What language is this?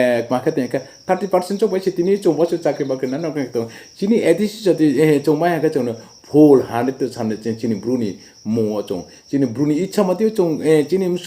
Riang (India)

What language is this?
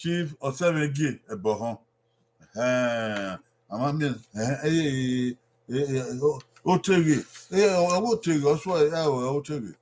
Bini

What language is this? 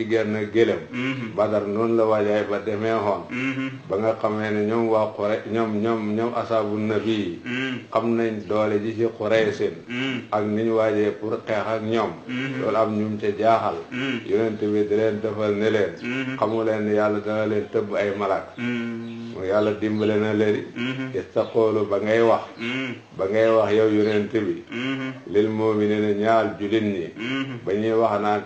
Wolof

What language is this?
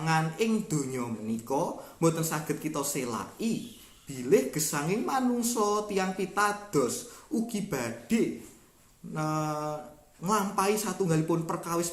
Javanese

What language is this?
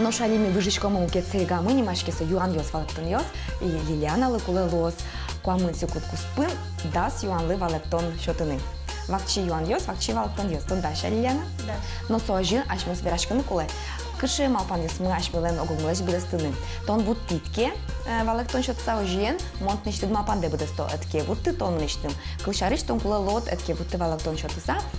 Udmurt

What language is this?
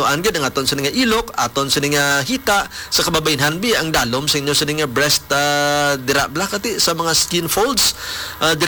Hiligaynon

